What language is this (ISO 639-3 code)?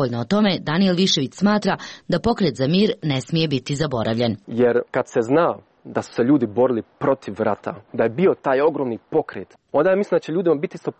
hrv